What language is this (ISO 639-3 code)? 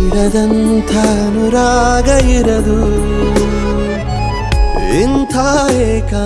kan